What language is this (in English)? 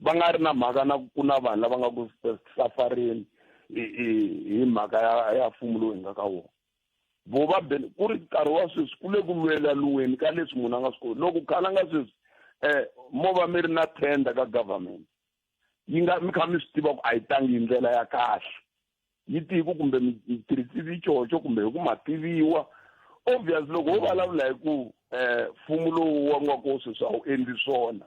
Tsonga